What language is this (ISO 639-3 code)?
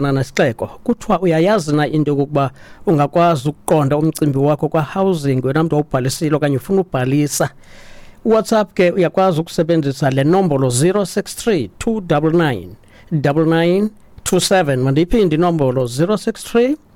xho